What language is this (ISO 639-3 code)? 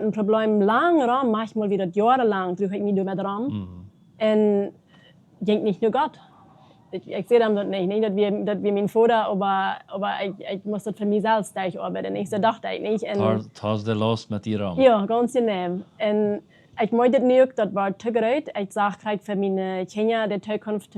pdt